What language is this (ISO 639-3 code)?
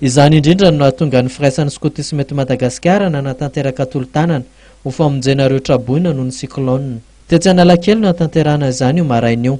mlg